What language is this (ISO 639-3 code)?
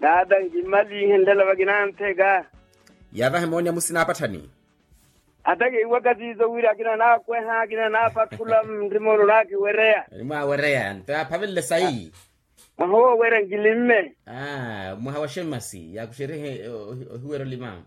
vmw